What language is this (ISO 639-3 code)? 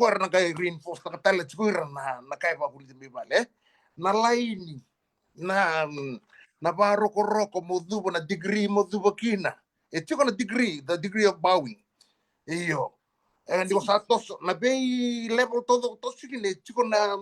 fij